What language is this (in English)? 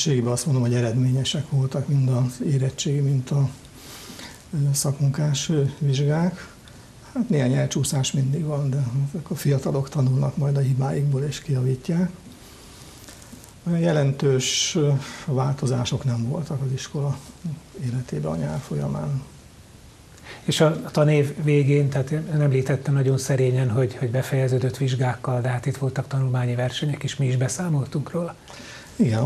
Hungarian